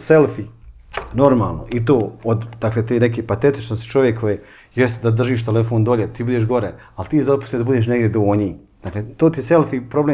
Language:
Bosnian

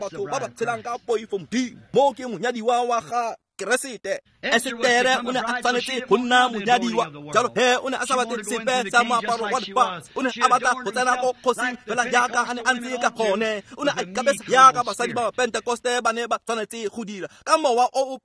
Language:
Tswana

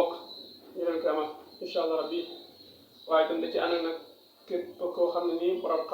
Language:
Wolof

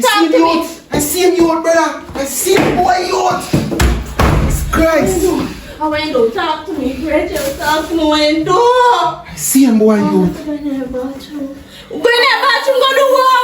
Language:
Jamaican Creole English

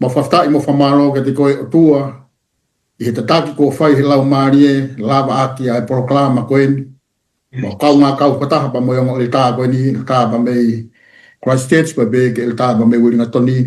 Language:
Tongan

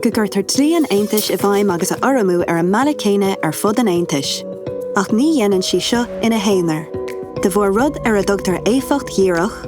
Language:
Irish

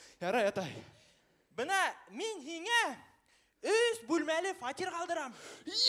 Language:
Bashkir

